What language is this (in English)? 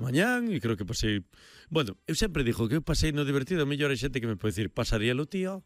Galician